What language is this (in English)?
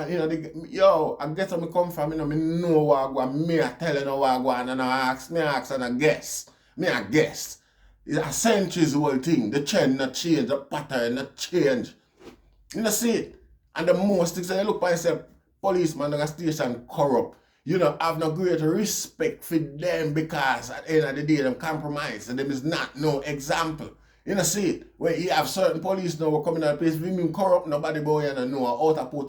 Jamaican Creole English